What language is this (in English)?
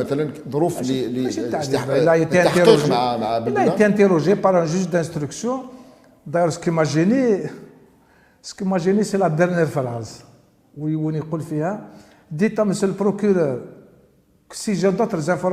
Algerian Arabic